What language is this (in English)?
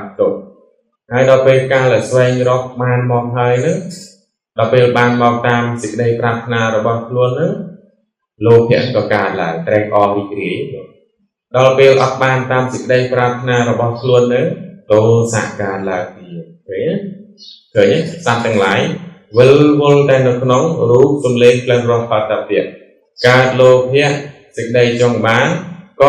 Khmer